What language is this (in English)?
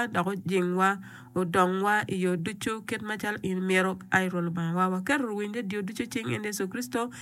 Acoli